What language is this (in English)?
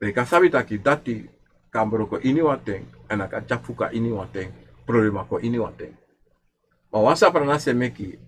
Sranan Tongo